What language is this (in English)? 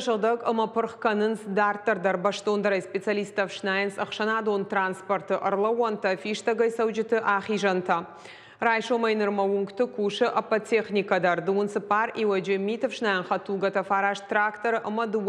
Ossetic